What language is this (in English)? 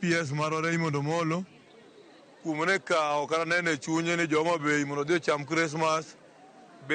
Luo (Kenya and Tanzania)